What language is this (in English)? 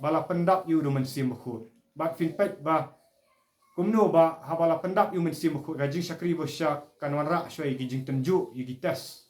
Khasi